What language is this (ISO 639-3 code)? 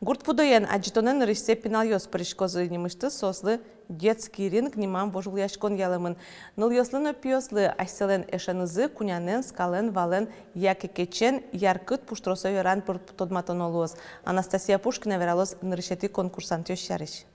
udm